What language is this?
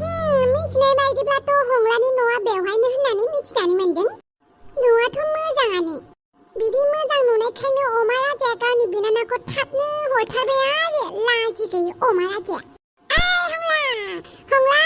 Bodo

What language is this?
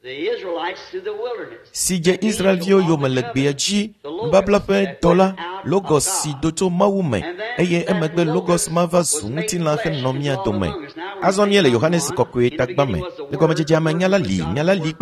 Ewe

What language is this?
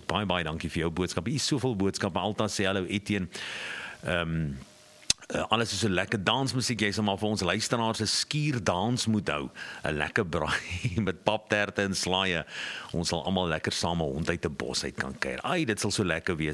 Afrikaans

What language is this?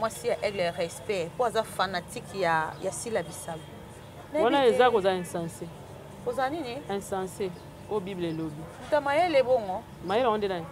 Lingala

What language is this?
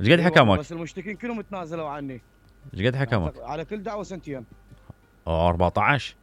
Mesopotamian Arabic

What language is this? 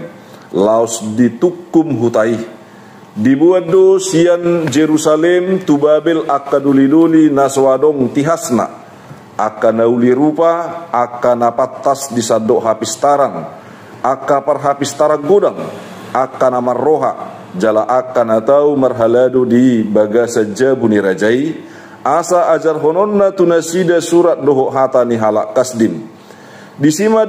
Batak Toba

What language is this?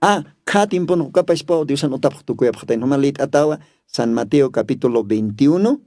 Aymara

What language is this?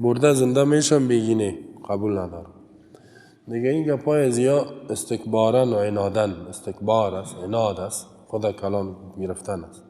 Persian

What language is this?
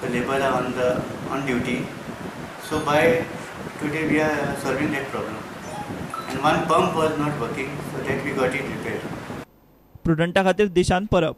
Konkani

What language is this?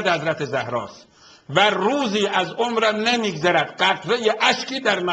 Persian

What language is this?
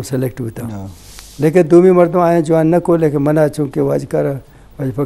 Eastern Balochi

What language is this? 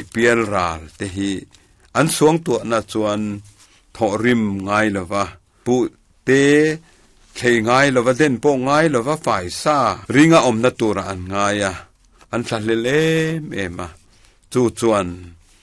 Mizo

